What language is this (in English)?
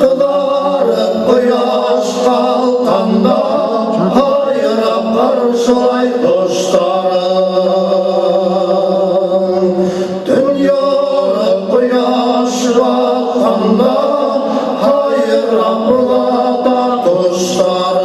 Bashkir